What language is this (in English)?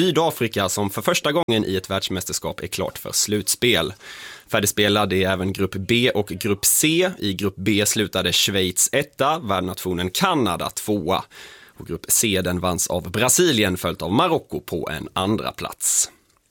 Swedish